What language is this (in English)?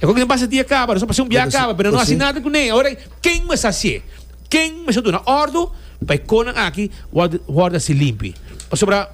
Papiamento